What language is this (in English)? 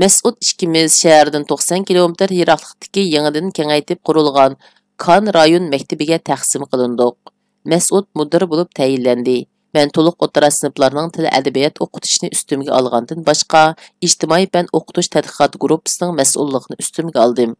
Uyghur